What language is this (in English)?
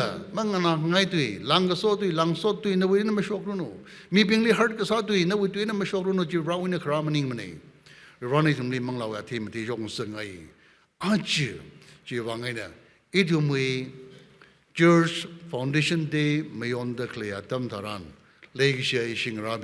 Tangkhul Naga (India)